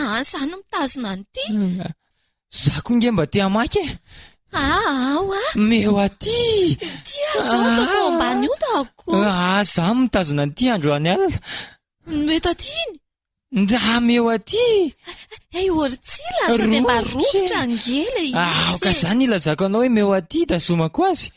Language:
Malagasy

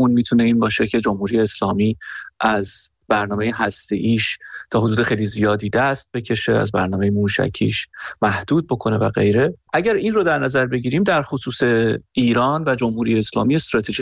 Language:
Persian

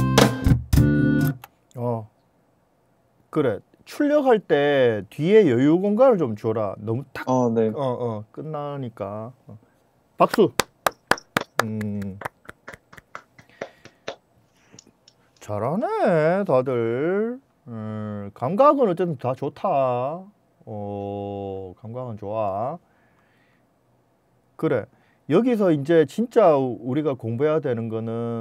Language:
Korean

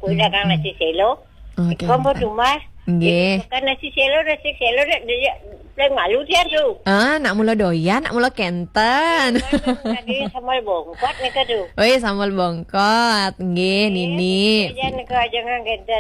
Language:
Balinese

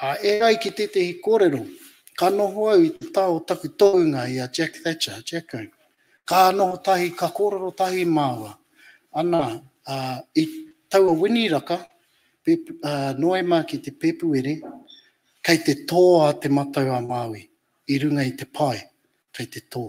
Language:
Māori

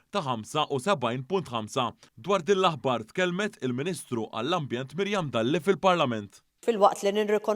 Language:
Maltese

